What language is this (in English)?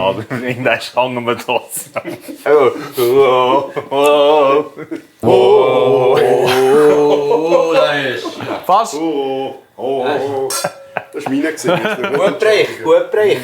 Swiss German